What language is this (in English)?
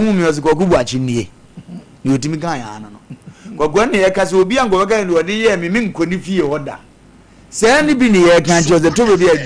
Akan